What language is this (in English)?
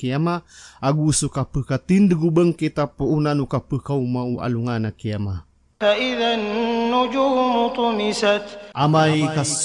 Maranao